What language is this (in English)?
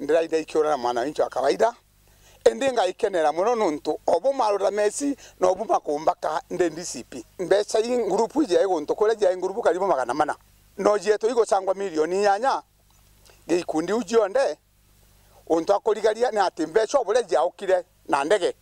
Meru